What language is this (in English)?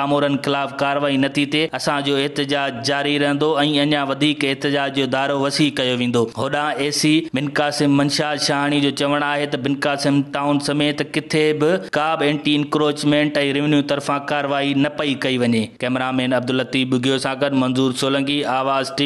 Sindhi